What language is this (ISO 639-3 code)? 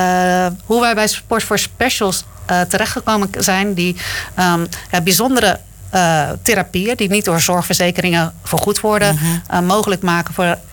nld